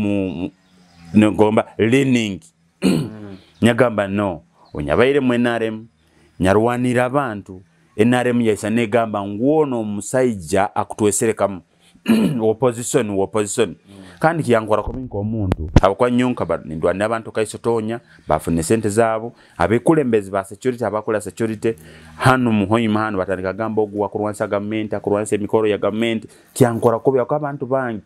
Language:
Nyoro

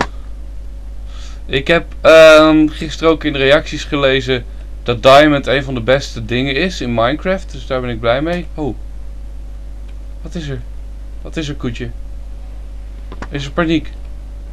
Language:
Dutch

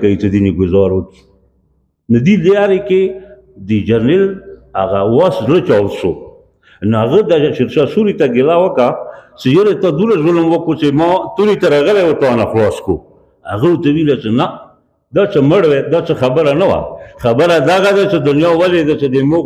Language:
Pashto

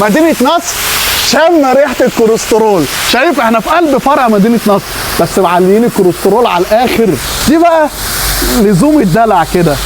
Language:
Egyptian Arabic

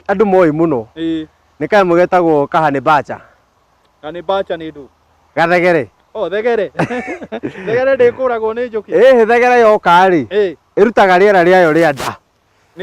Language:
Kikuyu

